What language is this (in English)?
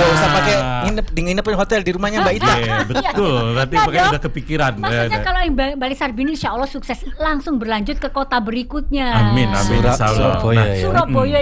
Indonesian